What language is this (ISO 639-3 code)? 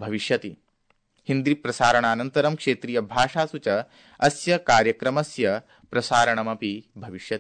san